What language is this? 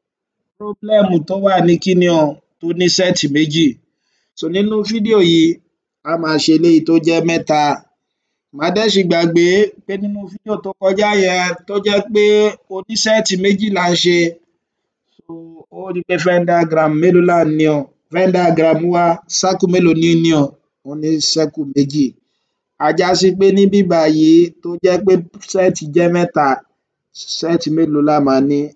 Yoruba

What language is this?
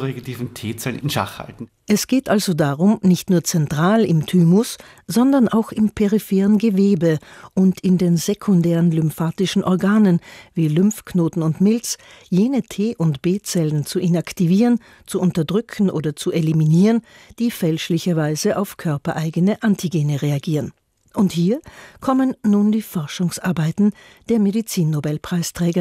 German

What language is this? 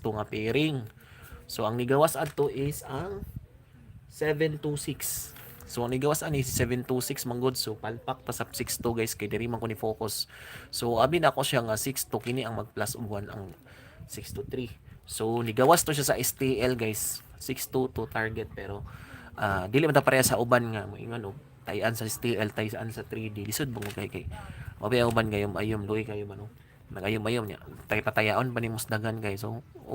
Cebuano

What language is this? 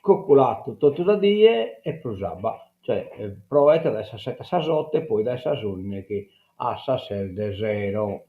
Sardinian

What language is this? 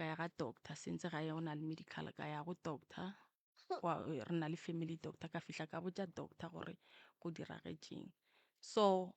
Northern Sotho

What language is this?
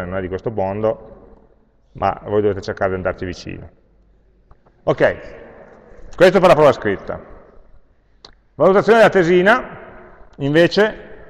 Italian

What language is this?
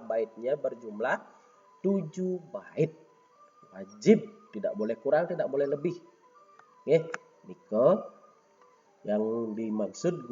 Balinese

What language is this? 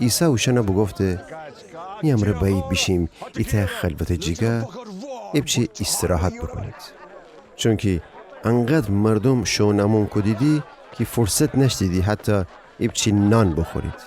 Gilaki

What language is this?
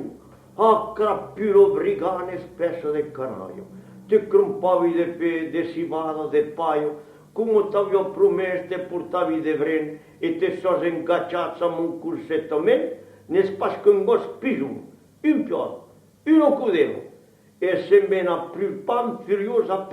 Occitan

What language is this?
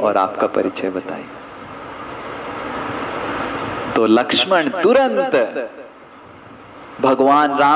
Hindi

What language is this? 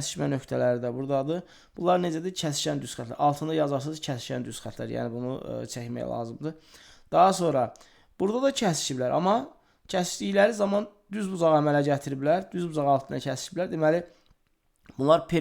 Azerbaijani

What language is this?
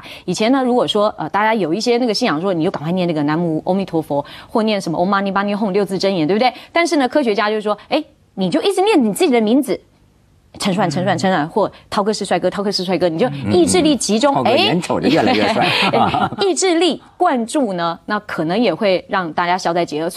Chinese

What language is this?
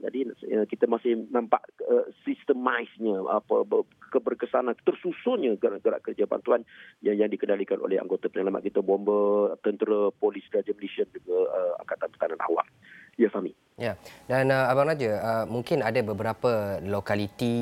Malay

